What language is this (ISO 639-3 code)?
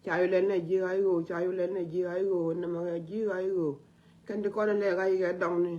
nus